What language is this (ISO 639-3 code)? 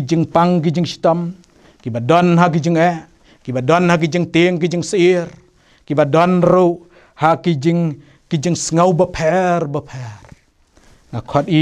kha